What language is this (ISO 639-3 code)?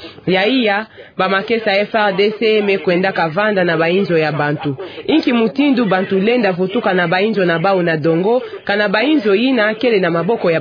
ktu